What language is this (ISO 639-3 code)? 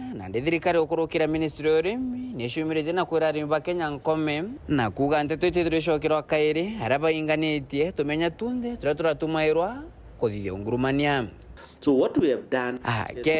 mer